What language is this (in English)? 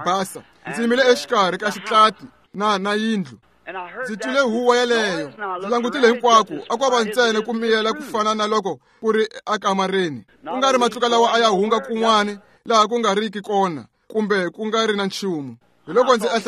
Tsonga